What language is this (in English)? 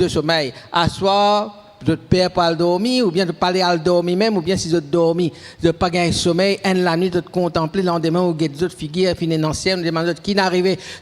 Morisyen